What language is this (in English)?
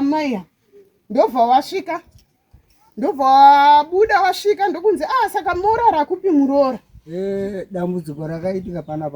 Shona